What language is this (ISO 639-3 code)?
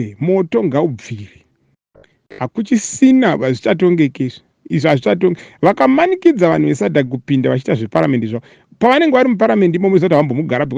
sna